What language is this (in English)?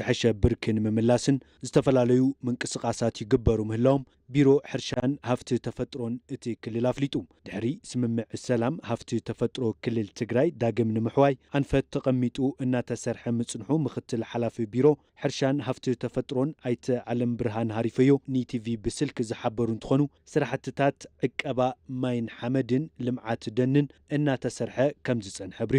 Tigrinya